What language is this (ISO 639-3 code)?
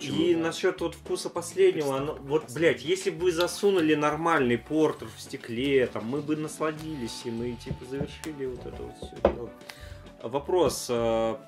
rus